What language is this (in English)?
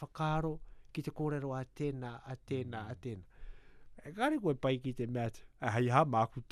Latvian